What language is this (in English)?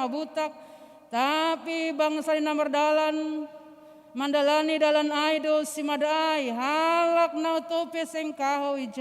Batak Simalungun